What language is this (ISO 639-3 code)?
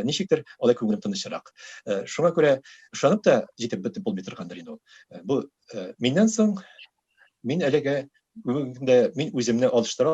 tat